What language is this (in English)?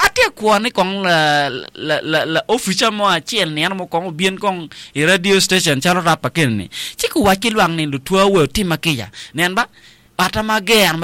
Acoli